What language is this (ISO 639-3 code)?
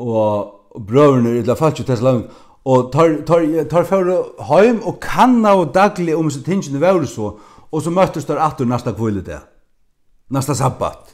fao